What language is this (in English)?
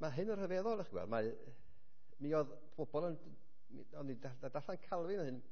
Welsh